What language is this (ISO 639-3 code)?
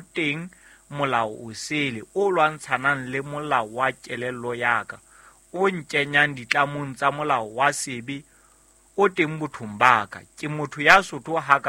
sot